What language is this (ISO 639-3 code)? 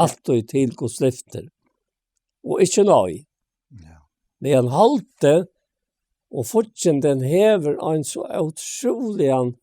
fao